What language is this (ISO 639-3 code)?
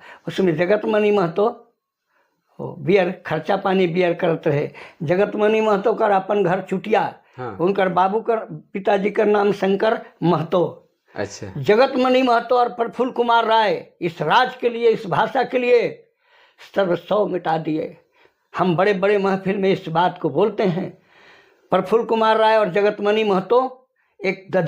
sck